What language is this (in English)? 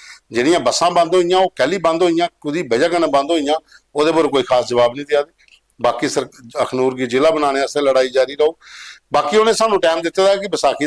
Dogri